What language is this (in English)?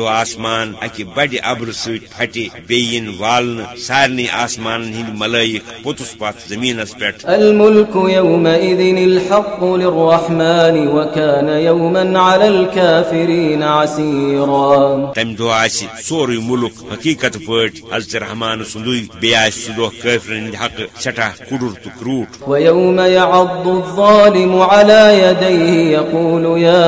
Kashmiri